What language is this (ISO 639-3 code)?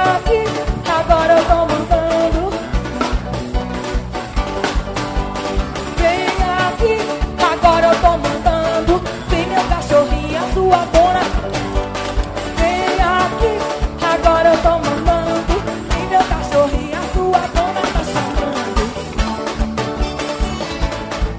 por